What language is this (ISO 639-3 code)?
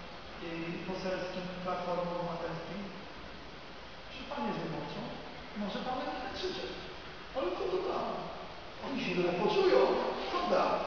pol